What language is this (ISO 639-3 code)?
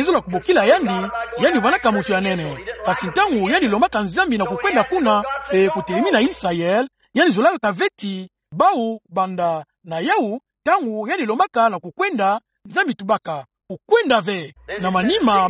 ktu